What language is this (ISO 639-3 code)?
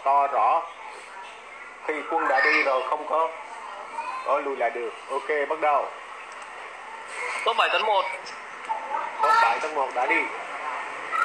vie